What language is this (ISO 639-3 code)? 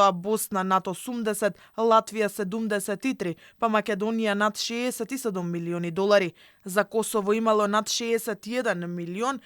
mkd